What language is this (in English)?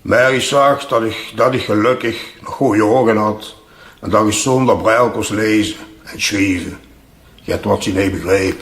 Limburgish